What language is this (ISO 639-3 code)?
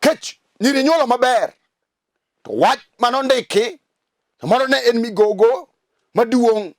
luo